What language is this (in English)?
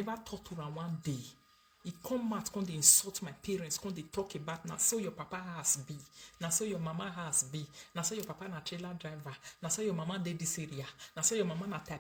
Nigerian Pidgin